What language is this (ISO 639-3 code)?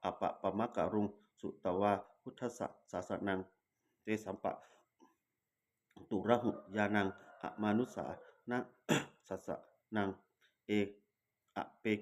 pli